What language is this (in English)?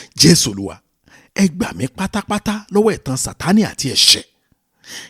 Yoruba